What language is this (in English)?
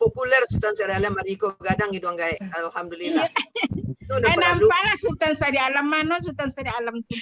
Minangkabau